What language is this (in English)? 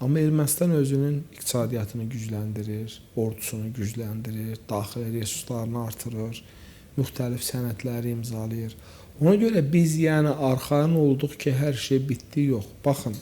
Azerbaijani